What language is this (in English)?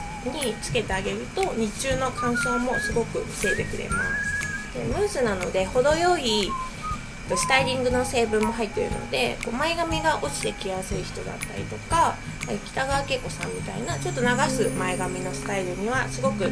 Japanese